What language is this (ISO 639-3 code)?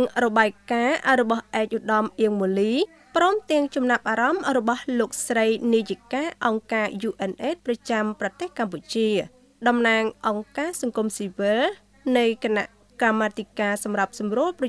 khm